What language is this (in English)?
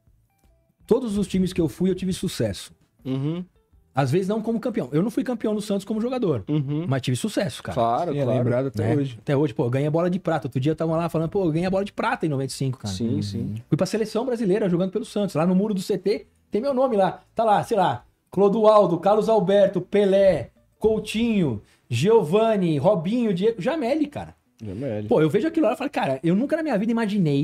Portuguese